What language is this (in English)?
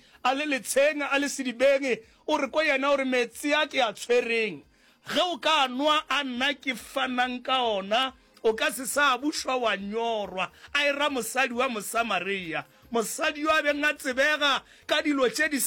Northern Sotho